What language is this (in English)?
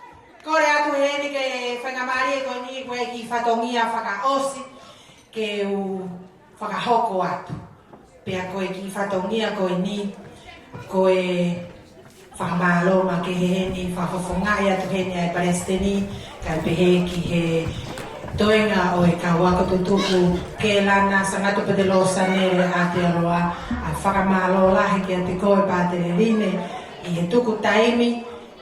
Tongan